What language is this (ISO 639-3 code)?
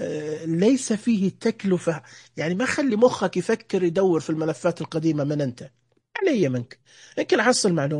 ars